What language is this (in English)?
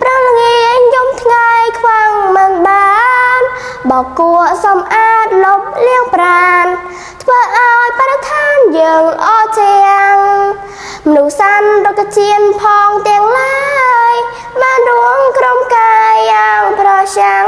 Khmer